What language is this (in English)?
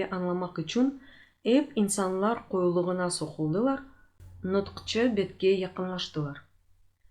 Crimean Tatar